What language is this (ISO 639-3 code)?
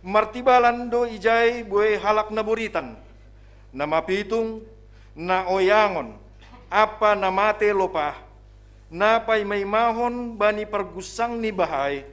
bts